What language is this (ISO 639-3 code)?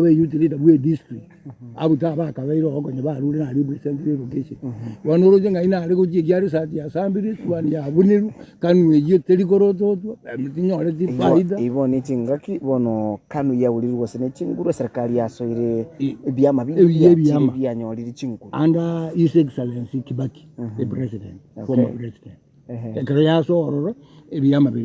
guz